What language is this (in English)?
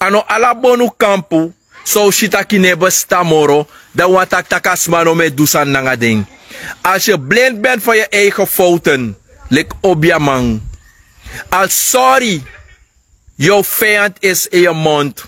Sranan Tongo